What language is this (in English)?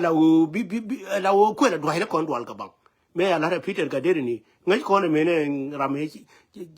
Nuer